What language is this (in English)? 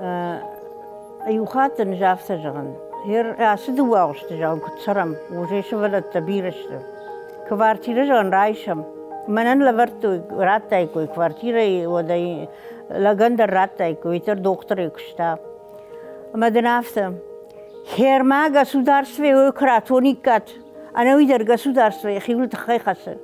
Ossetic